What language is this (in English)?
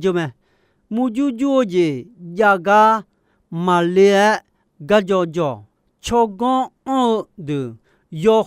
Akha